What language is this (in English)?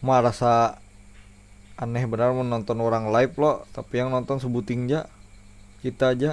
Banjar